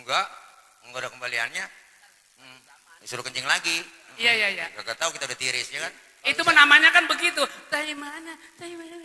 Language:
Betawi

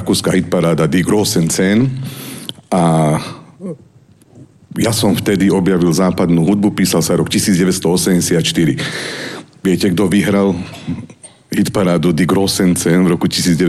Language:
Slovak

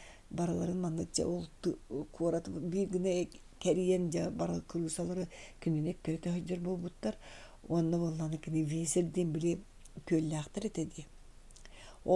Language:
Yakut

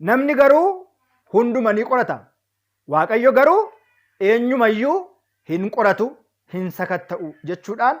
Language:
Oromo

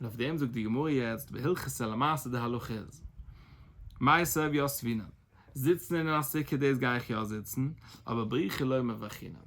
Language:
Yiddish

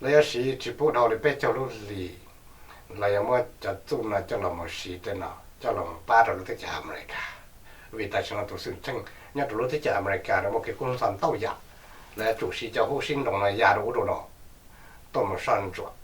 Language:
Hmong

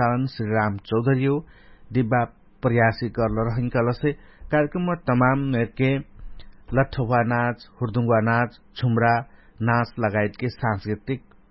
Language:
Dangaura Tharu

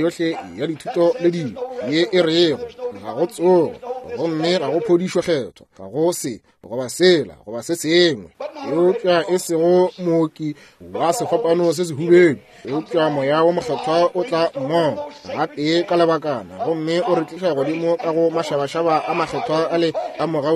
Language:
Northern Sotho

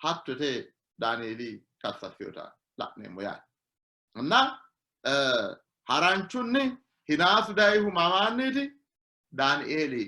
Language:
Sidamo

